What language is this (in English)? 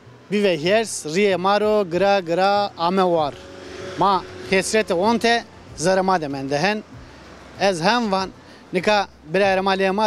Zaza